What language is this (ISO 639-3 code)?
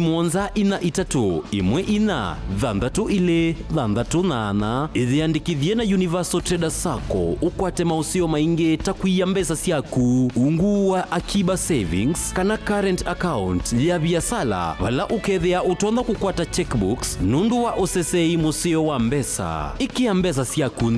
kam